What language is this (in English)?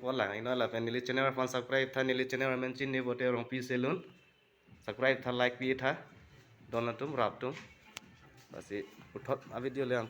Karbi